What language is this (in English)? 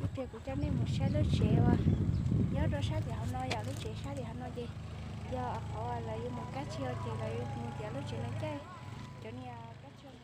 Hmong